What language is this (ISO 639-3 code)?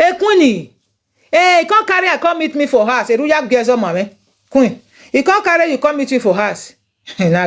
pcm